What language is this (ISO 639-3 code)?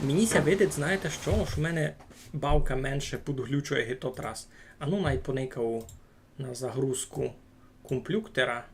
rue